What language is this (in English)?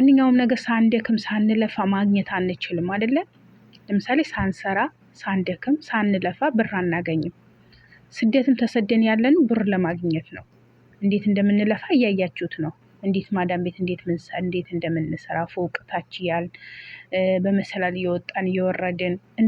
Amharic